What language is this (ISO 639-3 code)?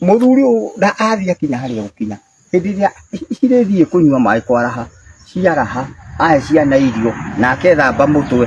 kik